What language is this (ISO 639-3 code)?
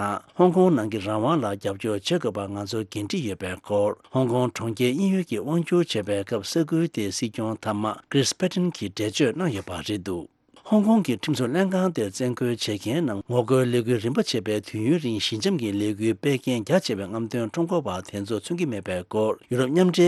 bod